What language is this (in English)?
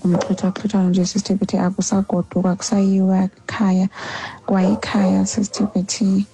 Xhosa